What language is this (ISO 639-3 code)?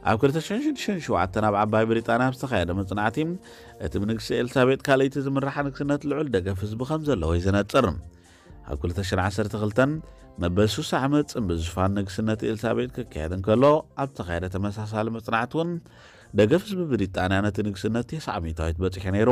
tir